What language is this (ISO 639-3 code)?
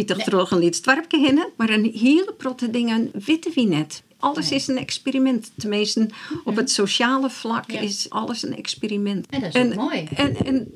fry